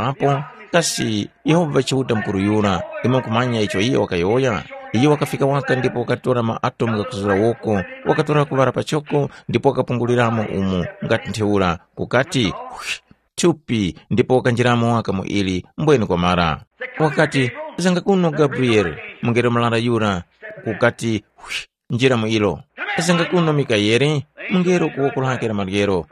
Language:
Tumbuka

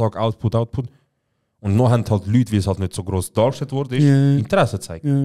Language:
Swiss German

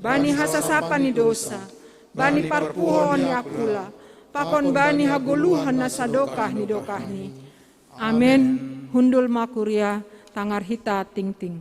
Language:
Batak Simalungun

